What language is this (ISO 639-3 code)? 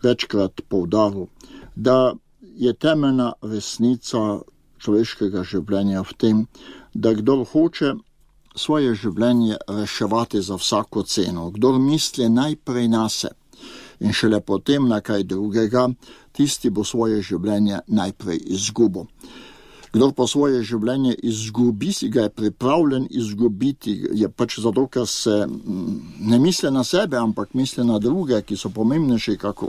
slv